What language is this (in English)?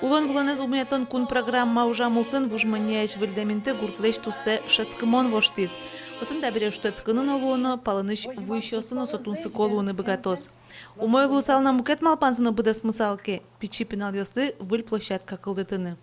Udmurt